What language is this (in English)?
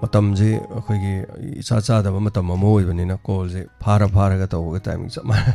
Manipuri